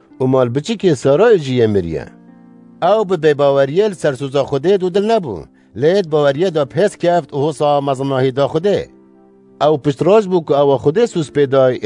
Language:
Kurdish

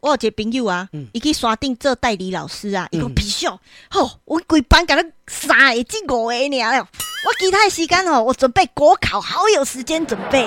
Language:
Min Nan Chinese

